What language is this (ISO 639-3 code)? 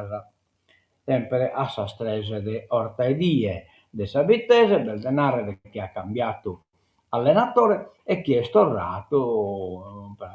srd